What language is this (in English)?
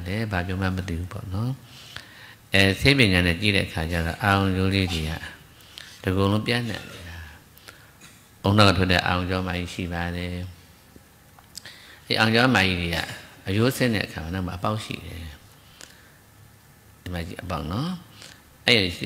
Burmese